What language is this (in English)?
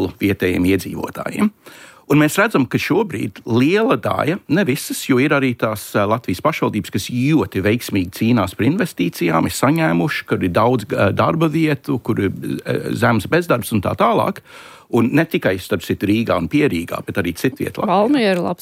Latvian